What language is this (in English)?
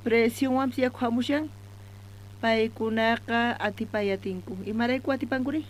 South Bolivian Quechua